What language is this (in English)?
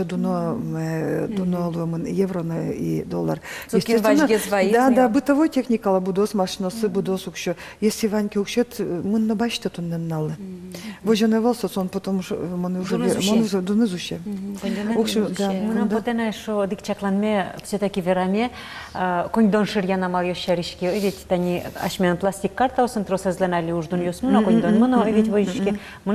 Udmurt